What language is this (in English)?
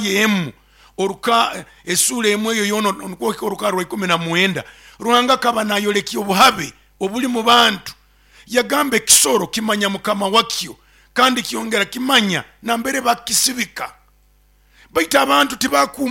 Nyoro